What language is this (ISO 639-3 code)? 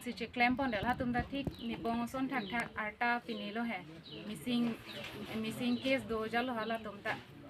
mjw